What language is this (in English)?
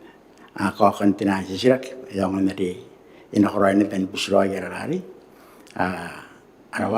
Gilbertese